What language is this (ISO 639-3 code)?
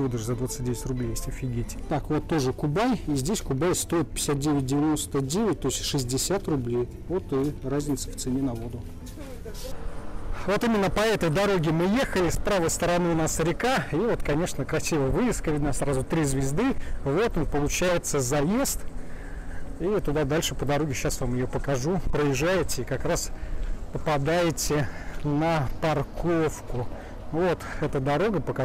rus